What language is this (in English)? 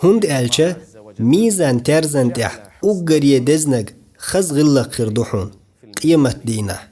Chechen